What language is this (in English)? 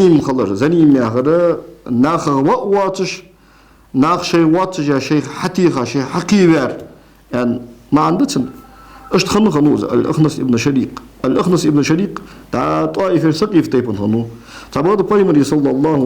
Ingush